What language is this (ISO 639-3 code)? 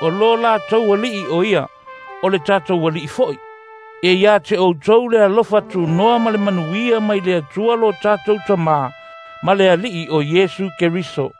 smo